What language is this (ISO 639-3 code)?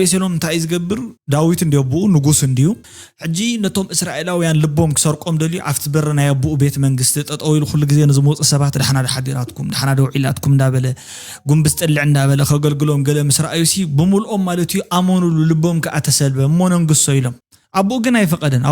tir